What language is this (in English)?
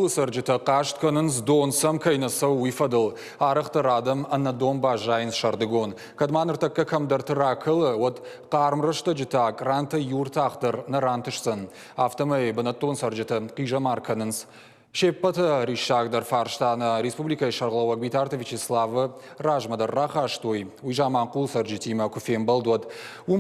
Ossetic